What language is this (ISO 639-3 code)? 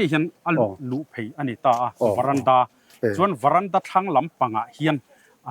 lus